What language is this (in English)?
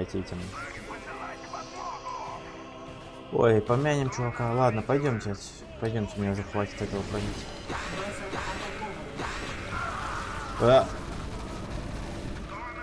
Russian